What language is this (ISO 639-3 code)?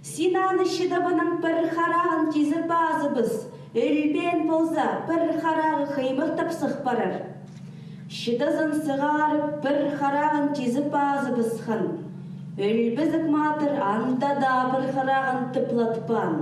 kjh